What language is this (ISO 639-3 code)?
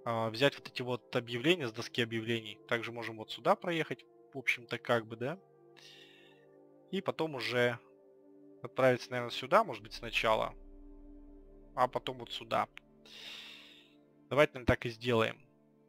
rus